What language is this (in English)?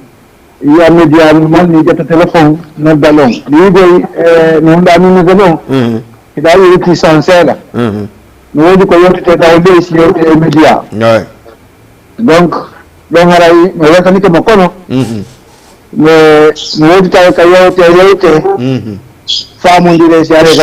Fula